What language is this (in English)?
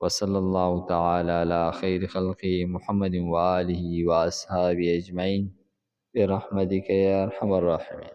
Pashto